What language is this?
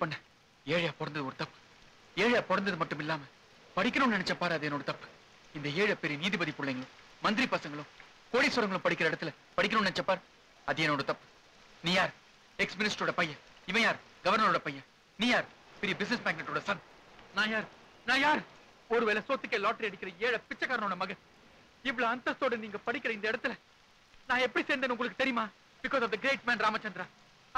Tamil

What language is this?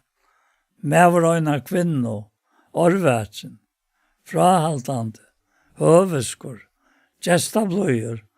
Faroese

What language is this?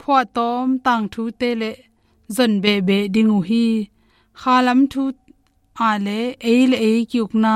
Tedim Chin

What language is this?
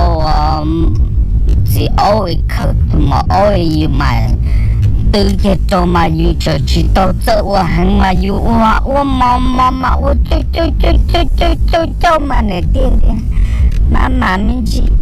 Hmong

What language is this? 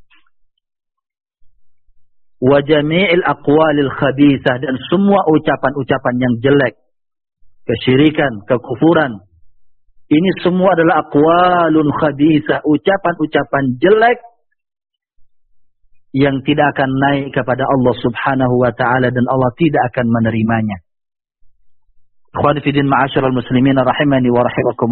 Indonesian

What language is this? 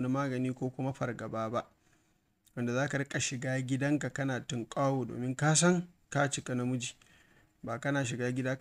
Hausa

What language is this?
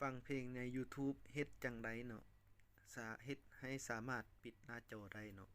Lao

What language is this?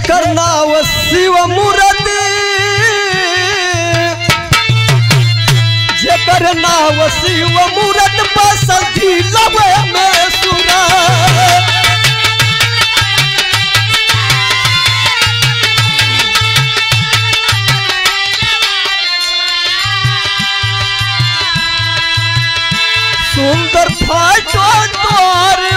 Bhojpuri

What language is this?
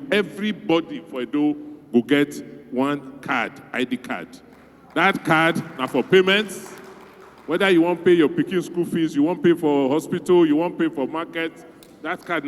Nigerian Pidgin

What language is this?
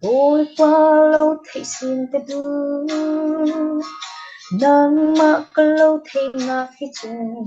Falam Chin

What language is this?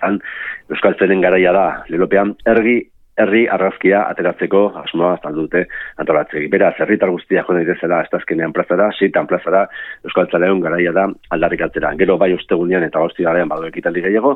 Basque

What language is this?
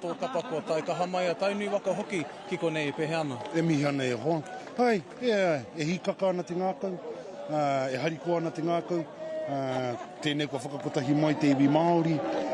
Māori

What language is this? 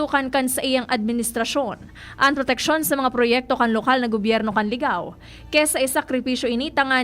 Bikol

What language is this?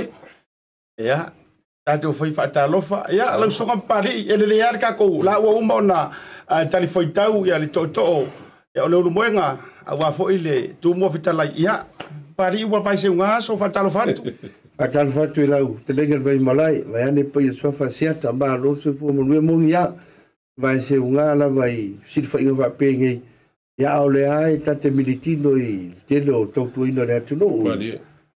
Samoan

